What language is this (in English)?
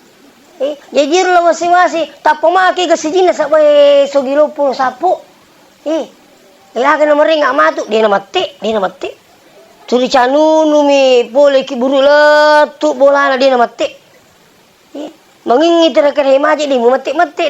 Buginese